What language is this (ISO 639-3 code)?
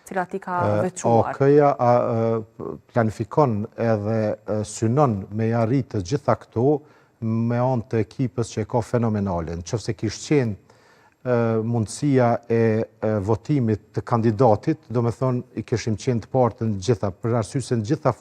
sqi